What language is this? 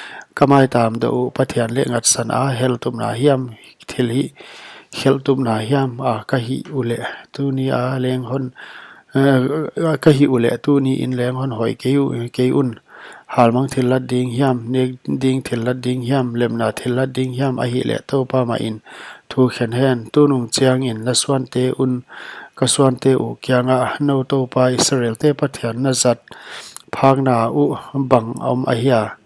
Paite Chin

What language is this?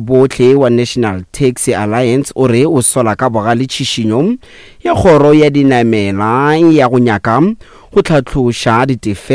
Northern Sotho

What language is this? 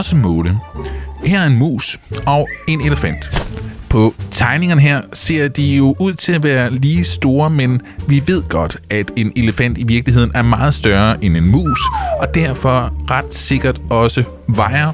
Danish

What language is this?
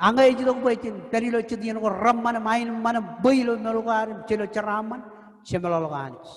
Marshallese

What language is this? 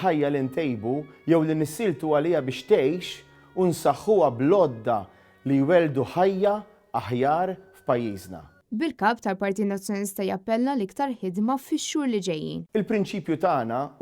Maltese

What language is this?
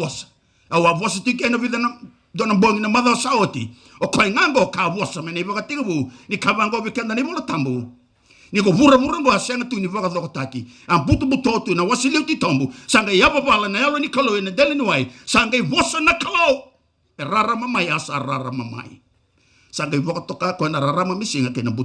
Fijian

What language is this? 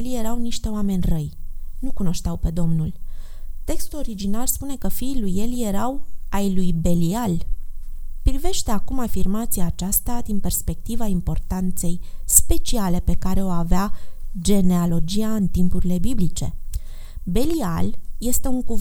Romanian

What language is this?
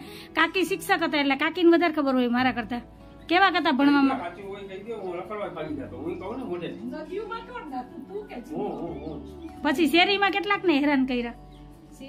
Gujarati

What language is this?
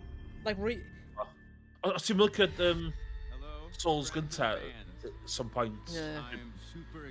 Welsh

